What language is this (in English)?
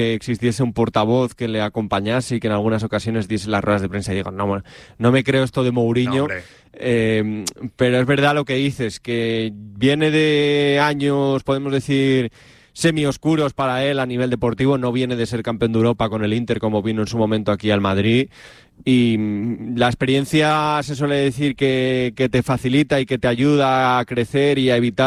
Spanish